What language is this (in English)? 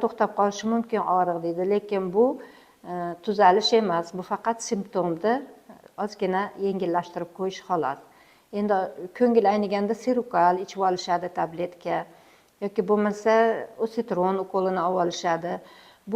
Uzbek